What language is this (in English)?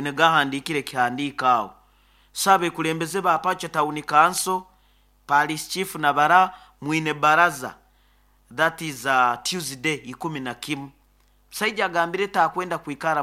Nyoro